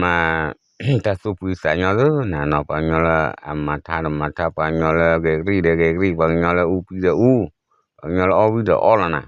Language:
S'gaw Karen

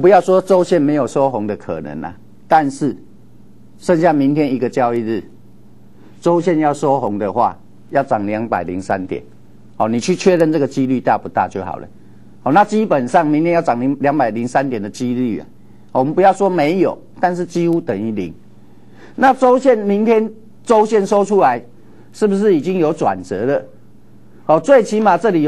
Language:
Chinese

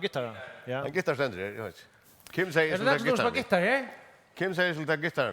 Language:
Faroese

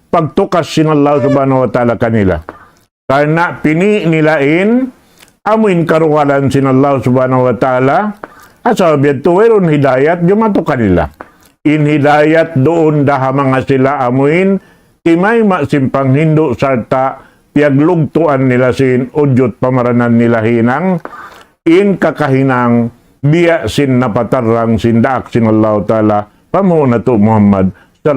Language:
Tausug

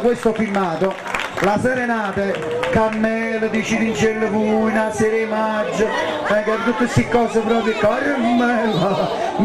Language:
Neapolitan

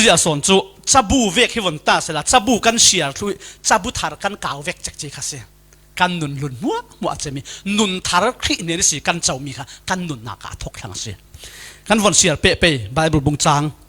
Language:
Falam Chin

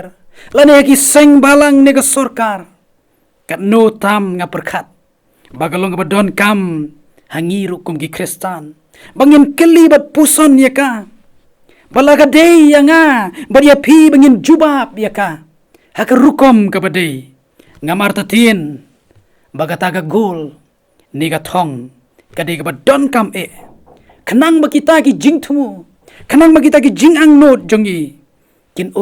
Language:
Khasi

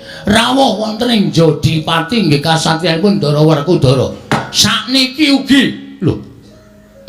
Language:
Javanese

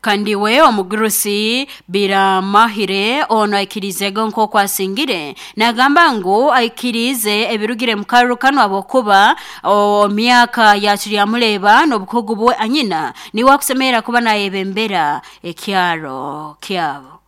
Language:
Nyoro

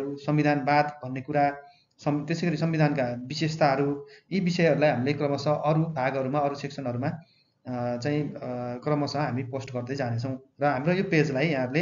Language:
Nepali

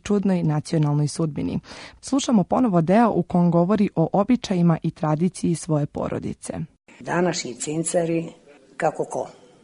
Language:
Serbian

